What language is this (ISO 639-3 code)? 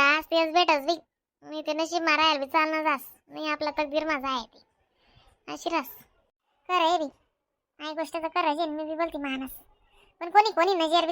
khn